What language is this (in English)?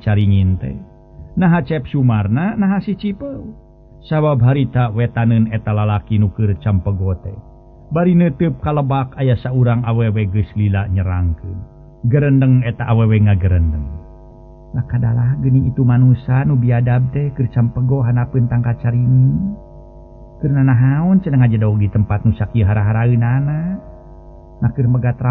Sundanese